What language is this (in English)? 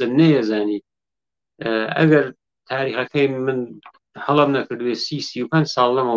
Central Kurdish